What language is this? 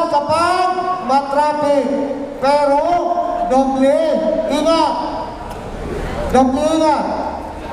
Filipino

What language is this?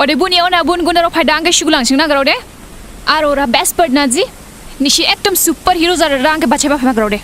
Dimasa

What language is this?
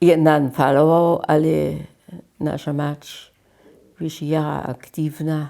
Upper Sorbian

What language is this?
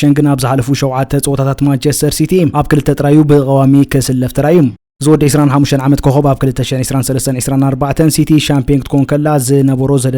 Tigrinya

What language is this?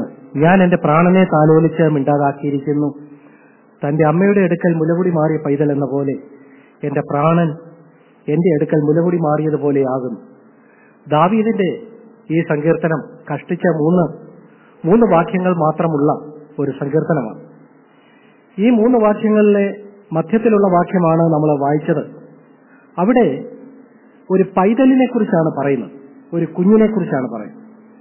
Malayalam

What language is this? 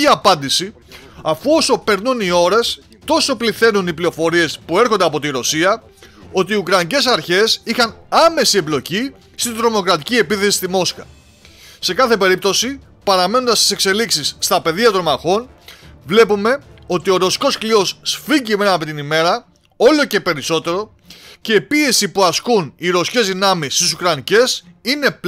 Greek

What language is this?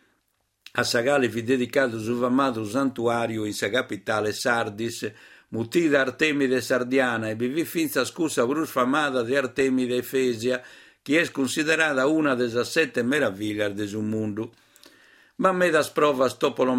Sardinian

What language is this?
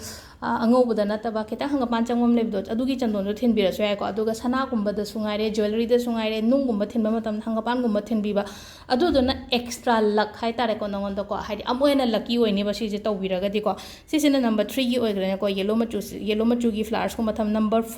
Manipuri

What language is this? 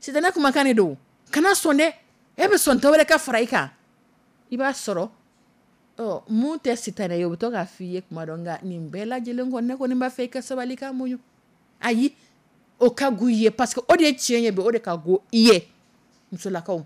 Dyula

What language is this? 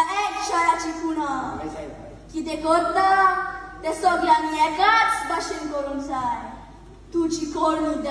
Konkani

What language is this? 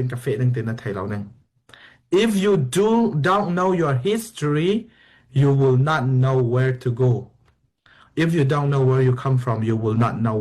Falam Chin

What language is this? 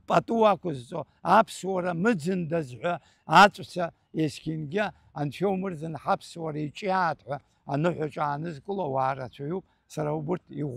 Abkhazian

